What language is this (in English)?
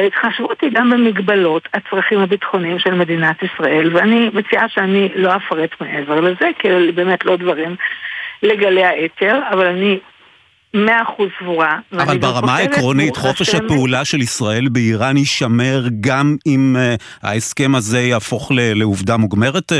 Hebrew